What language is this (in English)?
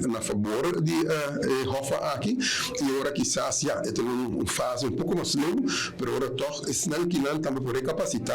Papiamento